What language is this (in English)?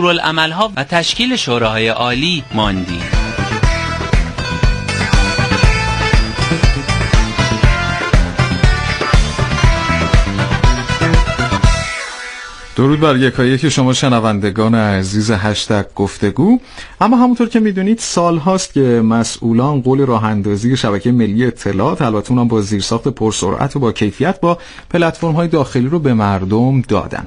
Persian